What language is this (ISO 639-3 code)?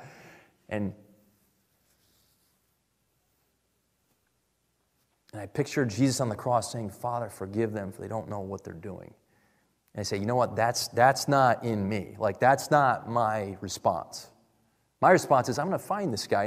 eng